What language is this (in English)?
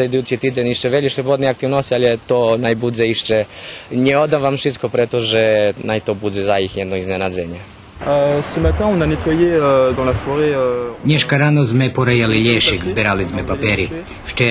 Rusyn